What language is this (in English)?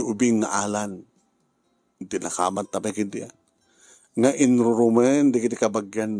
Iloko